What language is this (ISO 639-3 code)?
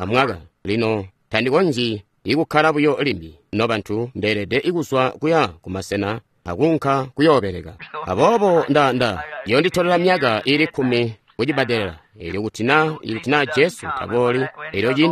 toi